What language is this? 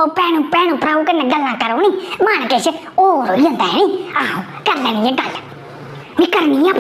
Dogri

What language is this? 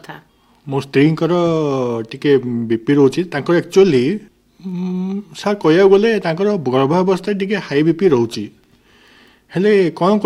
Odia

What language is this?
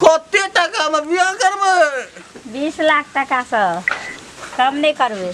Maithili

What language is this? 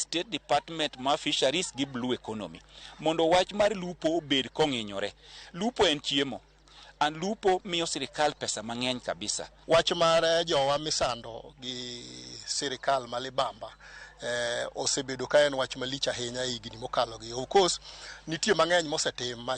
Luo (Kenya and Tanzania)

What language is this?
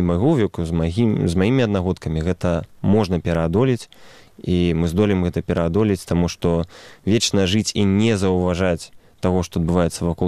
Belarusian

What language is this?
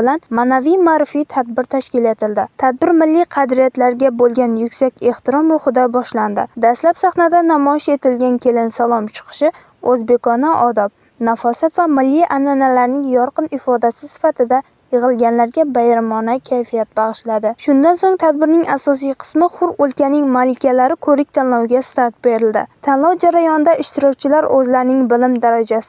Uzbek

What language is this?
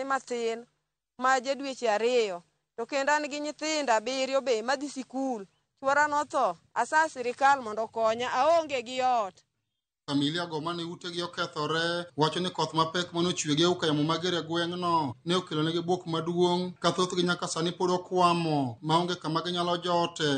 Luo (Kenya and Tanzania)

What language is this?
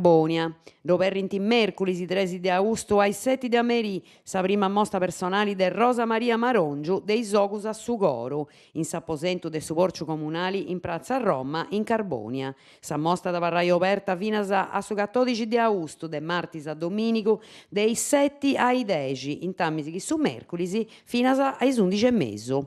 Sardinian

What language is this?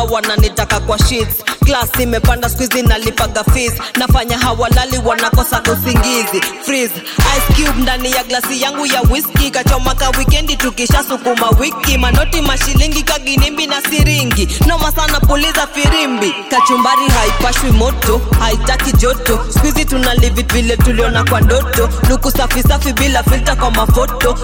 Swahili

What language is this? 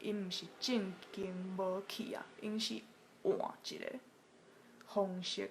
Min Nan Chinese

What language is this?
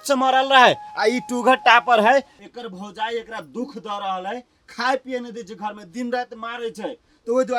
Maithili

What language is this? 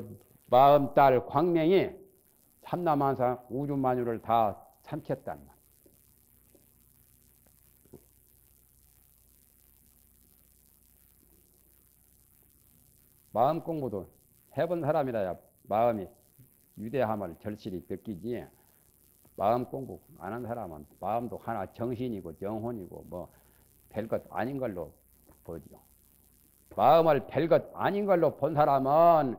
Korean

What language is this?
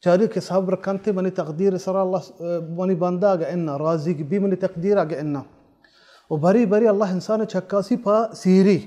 Baluchi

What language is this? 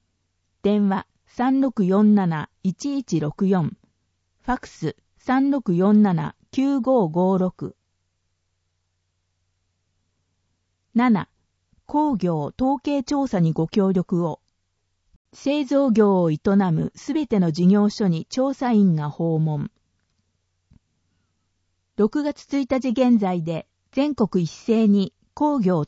Japanese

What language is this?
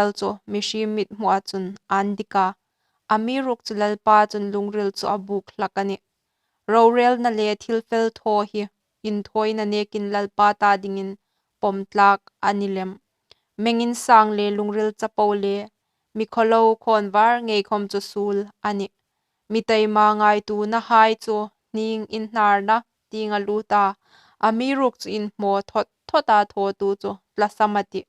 Hmar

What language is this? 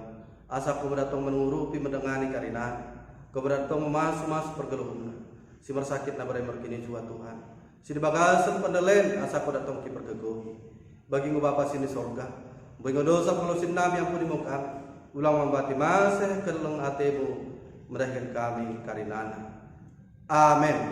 Batak Dairi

